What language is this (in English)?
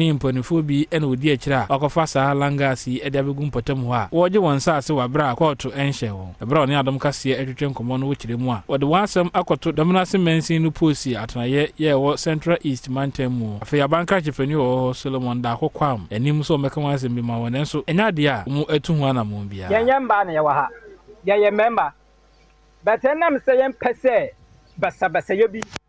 Akan